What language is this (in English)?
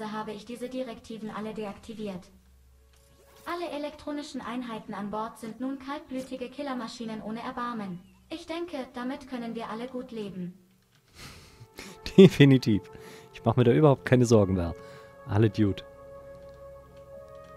German